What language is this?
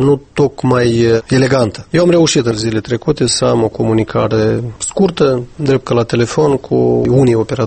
Romanian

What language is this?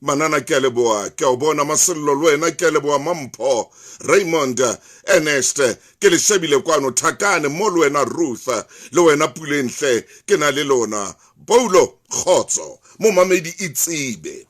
Southern Sotho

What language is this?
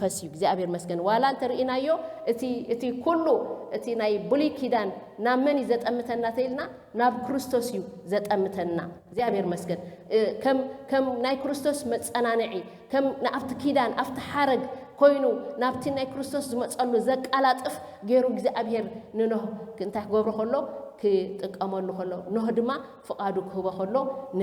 Tigrinya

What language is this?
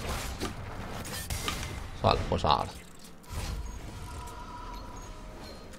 Chinese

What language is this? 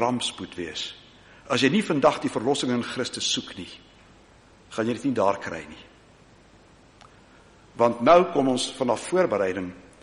Afrikaans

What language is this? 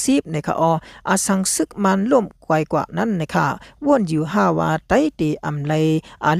Shan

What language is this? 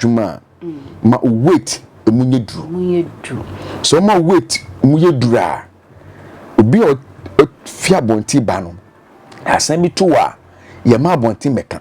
Akan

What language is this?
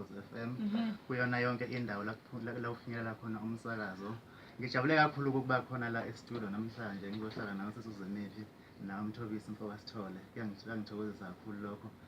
Zulu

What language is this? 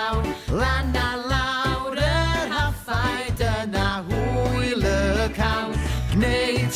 Welsh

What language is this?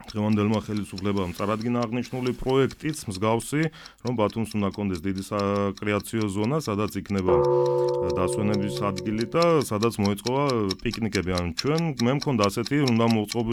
Georgian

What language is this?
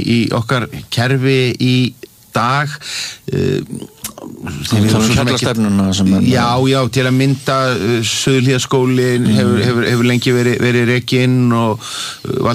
Icelandic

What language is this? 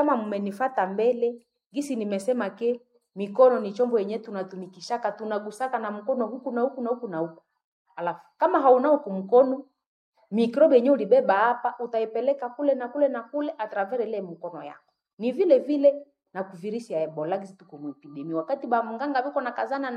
Swahili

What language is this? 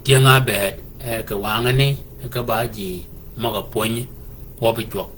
Shilluk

